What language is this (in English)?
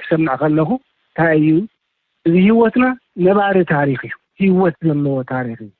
Tigrinya